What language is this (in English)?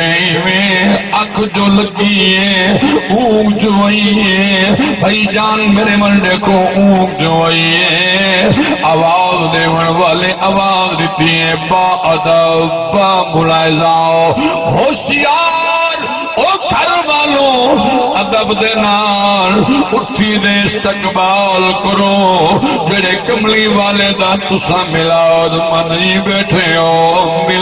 Saraiki